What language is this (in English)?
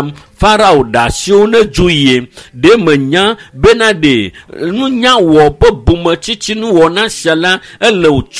Ewe